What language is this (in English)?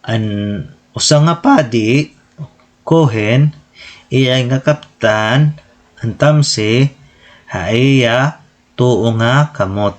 Waray